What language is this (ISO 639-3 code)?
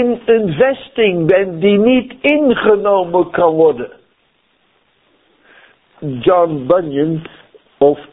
nld